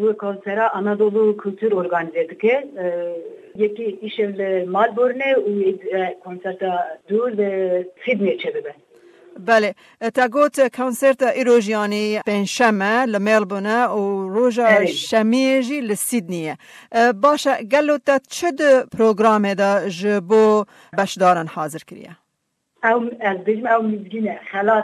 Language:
Kurdish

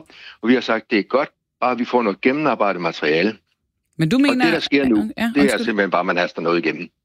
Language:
Danish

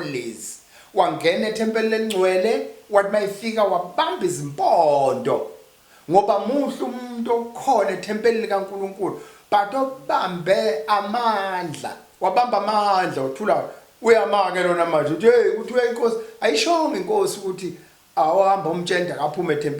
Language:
Zulu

